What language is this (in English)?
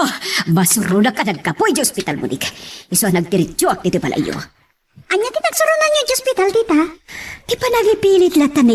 Iloko